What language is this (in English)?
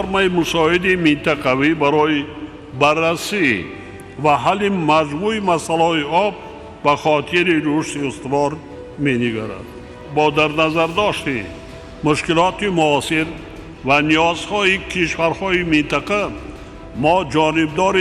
Tajik